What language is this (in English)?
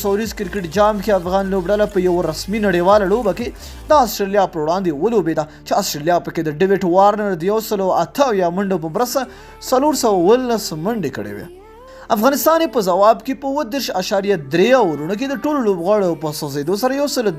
Pashto